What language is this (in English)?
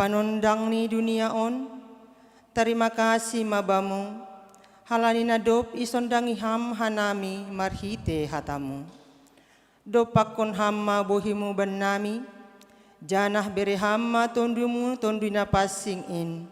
Batak Simalungun